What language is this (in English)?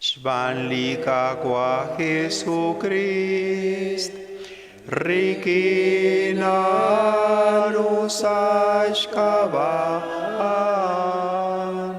Kekchí